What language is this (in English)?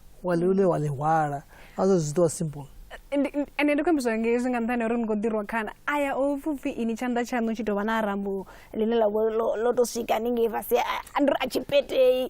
Venda